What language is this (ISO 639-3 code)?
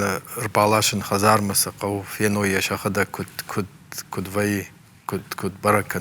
oss